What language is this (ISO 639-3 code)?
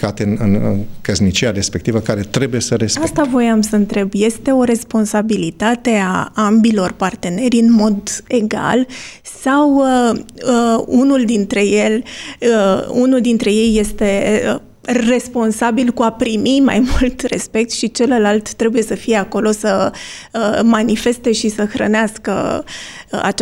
ron